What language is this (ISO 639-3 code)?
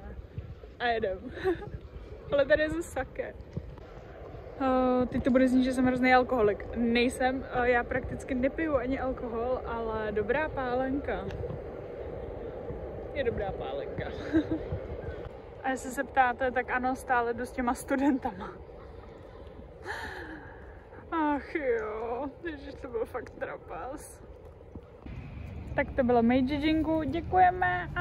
ces